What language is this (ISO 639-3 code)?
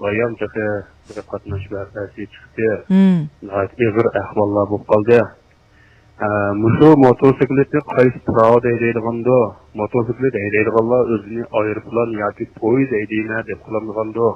uig